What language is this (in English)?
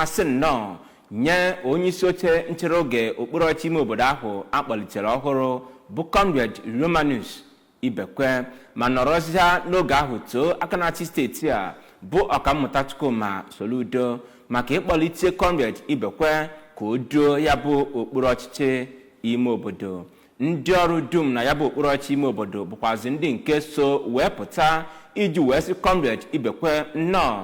Igbo